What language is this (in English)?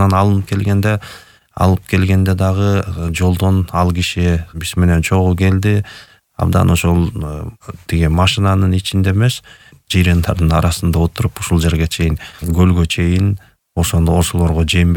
Kyrgyz